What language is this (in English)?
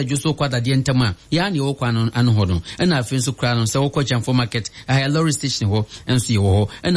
Akan